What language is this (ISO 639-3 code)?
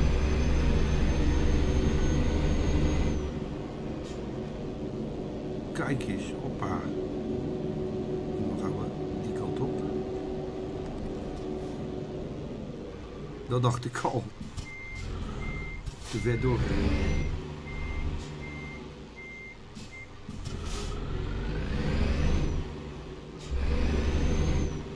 nld